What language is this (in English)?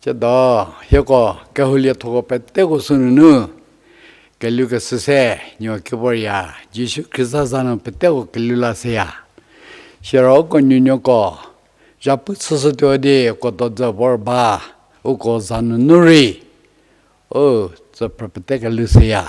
Angami Naga